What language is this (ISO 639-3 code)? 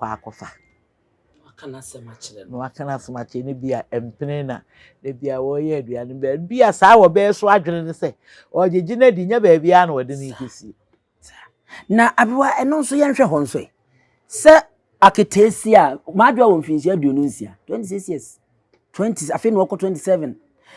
aka